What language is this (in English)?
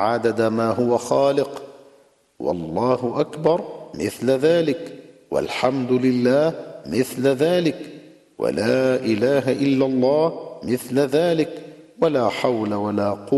Arabic